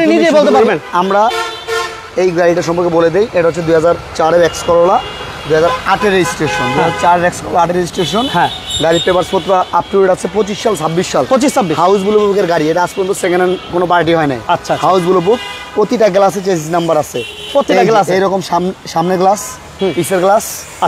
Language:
Bangla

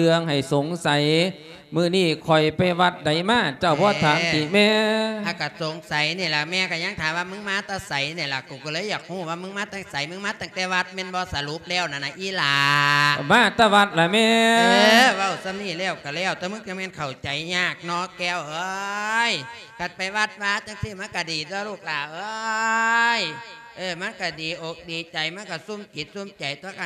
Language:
Lao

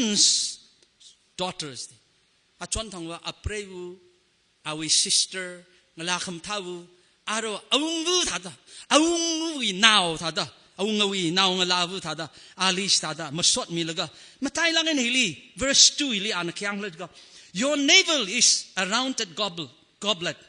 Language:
Tangkhul Naga (India)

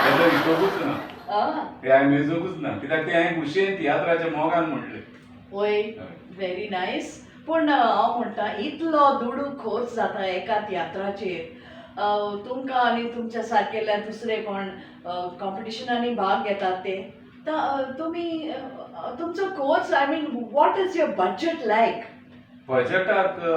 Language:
Konkani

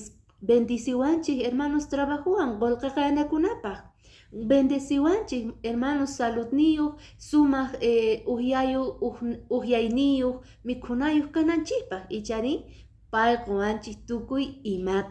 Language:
Quechua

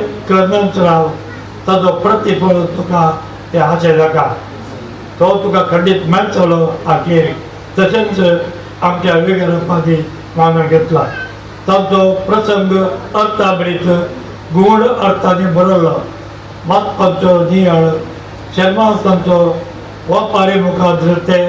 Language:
Konkani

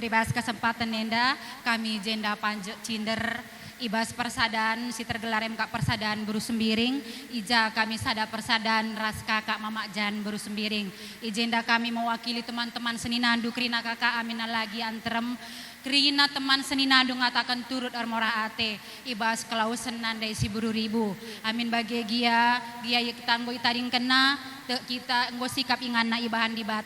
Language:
Batak Karo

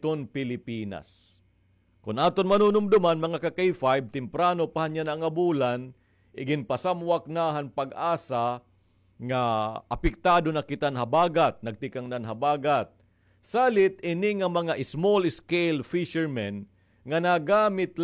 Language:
Waray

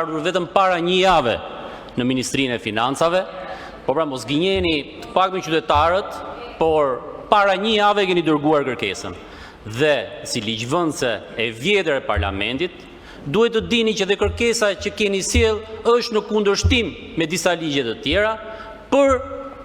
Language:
Albanian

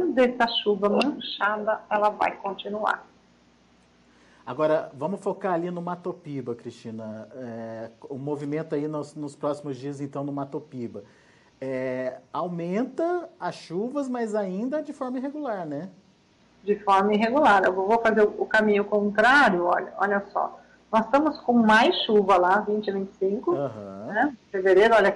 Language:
Portuguese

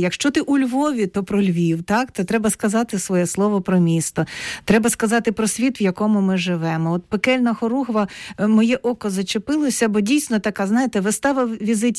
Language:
Ukrainian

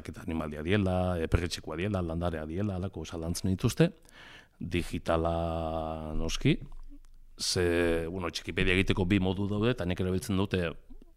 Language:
Basque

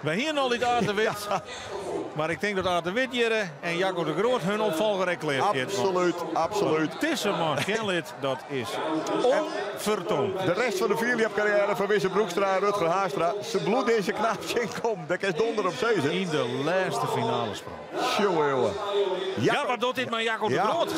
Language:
Western Frisian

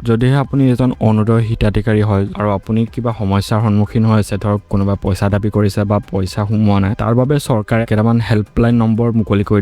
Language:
Assamese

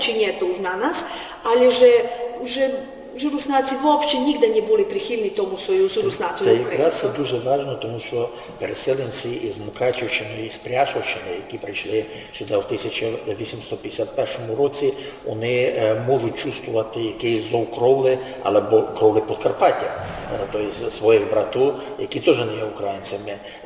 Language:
Rusyn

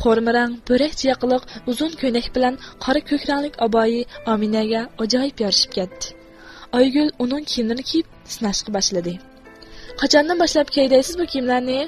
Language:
Uyghur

